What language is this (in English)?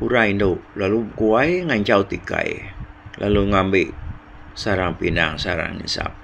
Iban